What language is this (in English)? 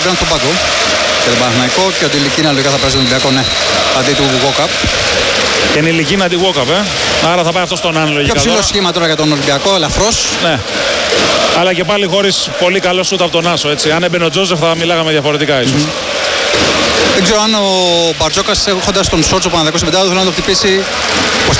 Greek